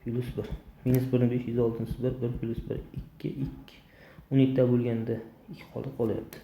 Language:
Uzbek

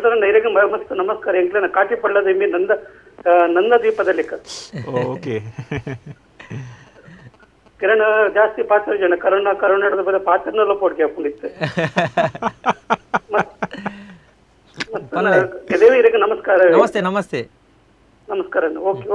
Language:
Tulu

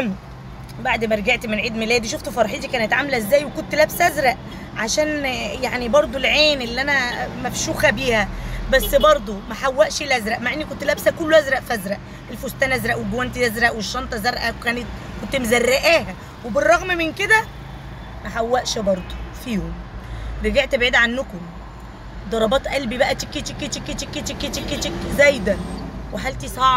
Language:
Egyptian Arabic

